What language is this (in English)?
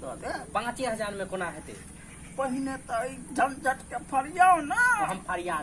Maithili